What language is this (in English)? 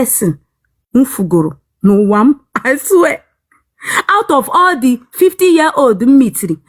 Igbo